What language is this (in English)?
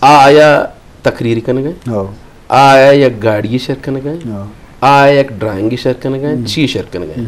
Eastern Balochi